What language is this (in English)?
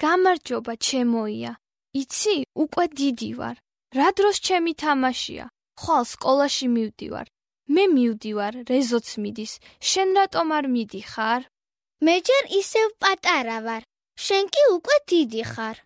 Georgian